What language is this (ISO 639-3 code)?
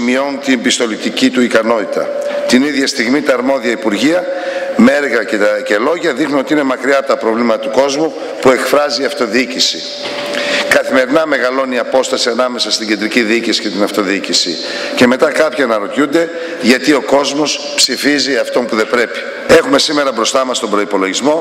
ell